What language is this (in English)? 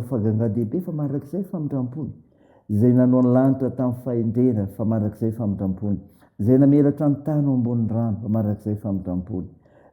Malagasy